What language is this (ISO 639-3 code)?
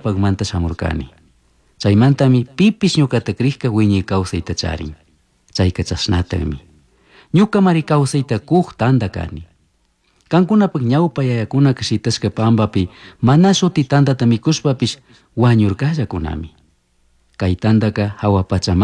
qug